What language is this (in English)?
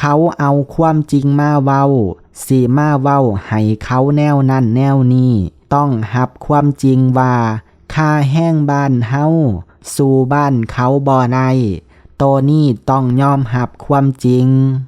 Lao